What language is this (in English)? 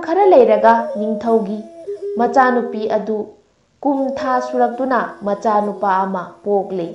Manipuri